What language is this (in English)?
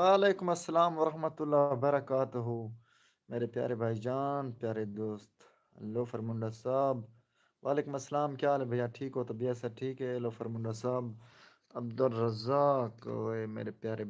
Saraiki